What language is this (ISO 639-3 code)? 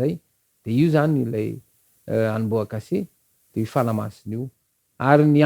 mlg